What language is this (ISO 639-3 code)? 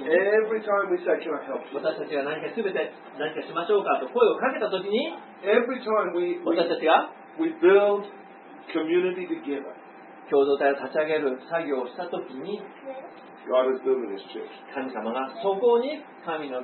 jpn